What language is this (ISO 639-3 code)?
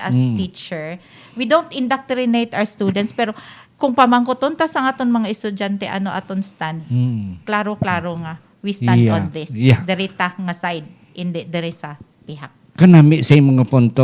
hil